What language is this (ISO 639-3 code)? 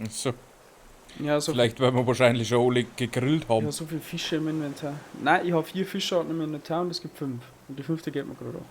bar